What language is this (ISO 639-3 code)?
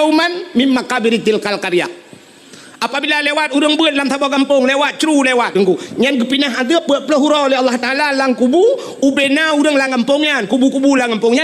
ace